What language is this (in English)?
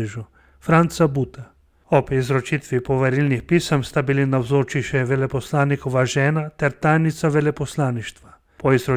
Slovenian